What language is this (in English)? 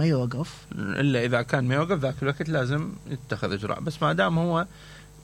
Mesopotamian Arabic